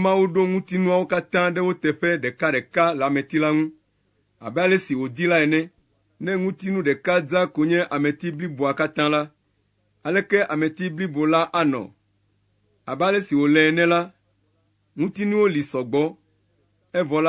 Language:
Ewe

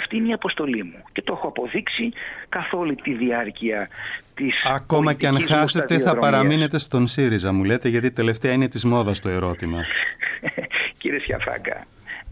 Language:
Greek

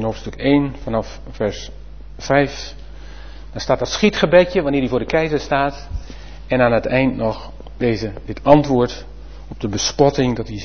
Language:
Dutch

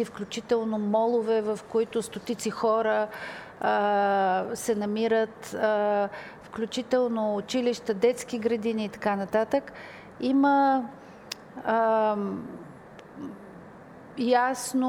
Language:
Bulgarian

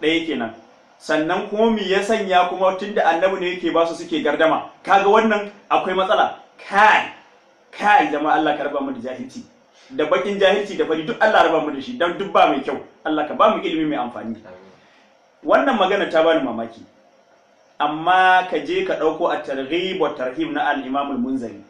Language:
Hausa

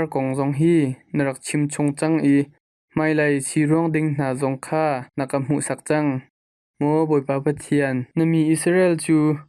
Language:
Hakha Chin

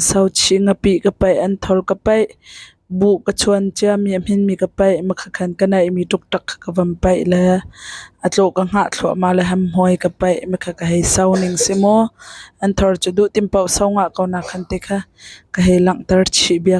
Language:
Hakha Chin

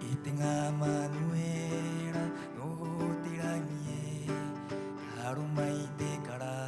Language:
Rapanui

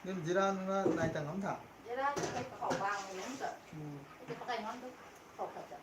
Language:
Manipuri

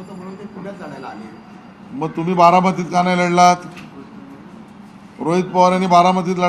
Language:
Marathi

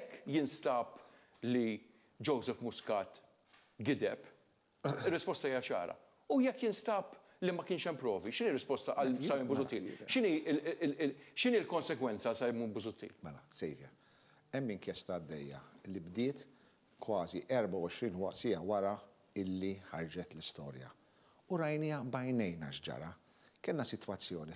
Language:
Maltese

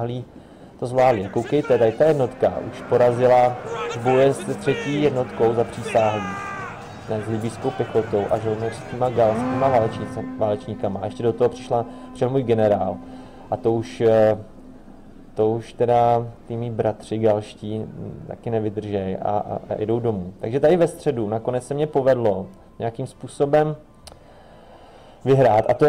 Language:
Czech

